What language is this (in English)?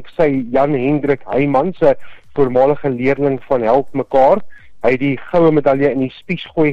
Afrikaans